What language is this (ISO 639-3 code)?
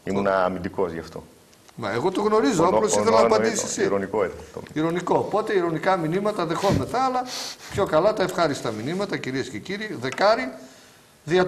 ell